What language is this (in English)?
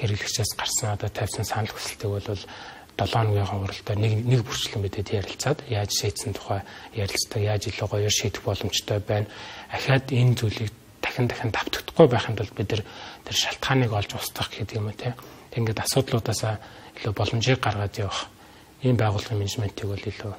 Mongolian